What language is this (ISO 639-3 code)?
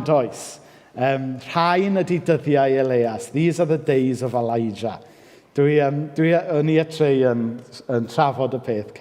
cym